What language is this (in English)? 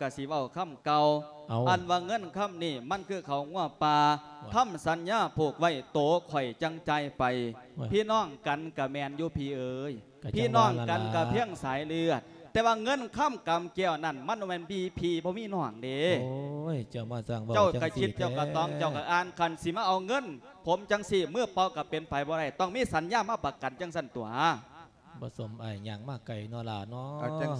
Lao